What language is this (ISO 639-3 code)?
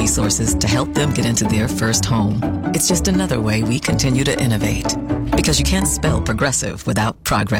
eng